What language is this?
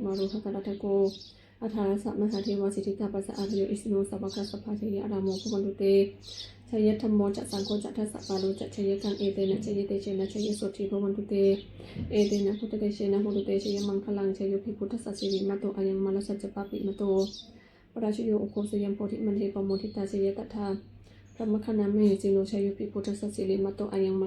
Pali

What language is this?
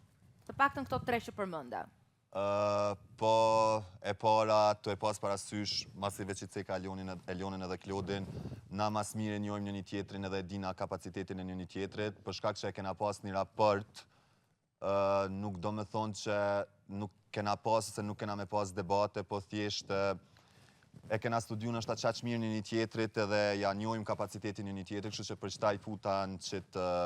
Albanian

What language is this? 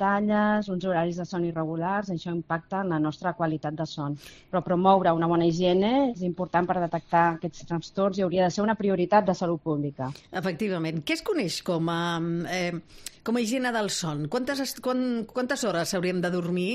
Catalan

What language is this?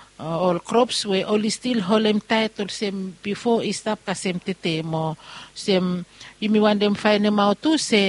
Bislama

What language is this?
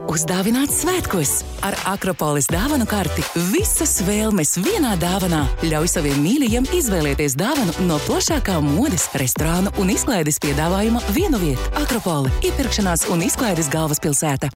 Latvian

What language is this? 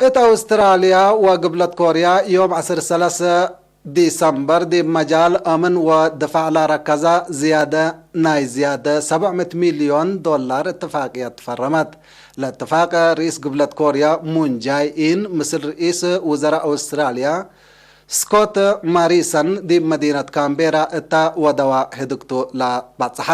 Tigre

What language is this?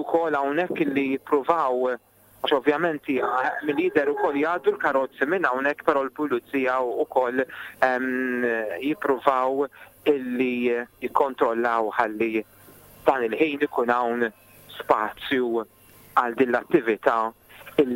Maltese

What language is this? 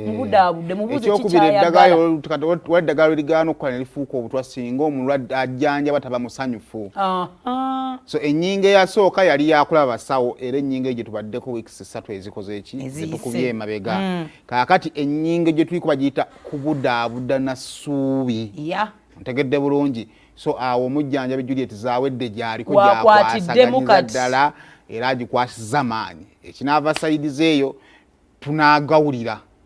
Ganda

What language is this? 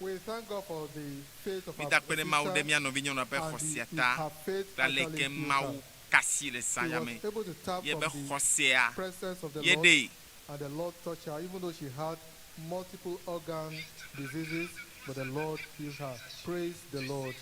Ewe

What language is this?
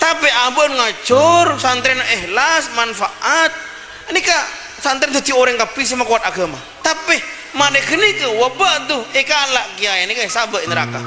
Madurese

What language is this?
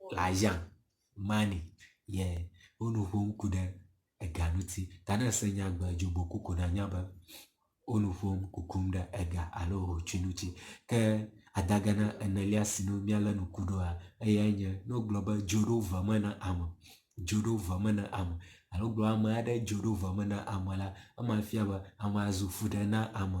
Ewe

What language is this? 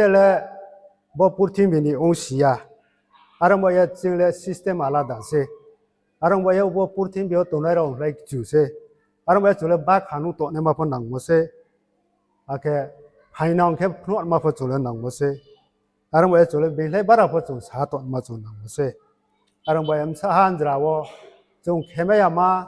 Riang (India)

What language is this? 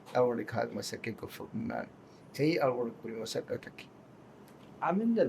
Divehi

